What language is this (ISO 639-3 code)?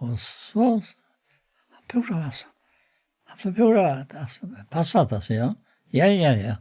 fao